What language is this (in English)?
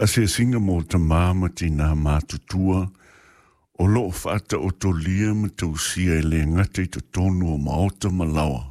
Samoan